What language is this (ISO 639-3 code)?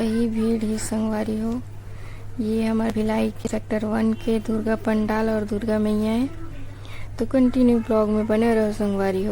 hne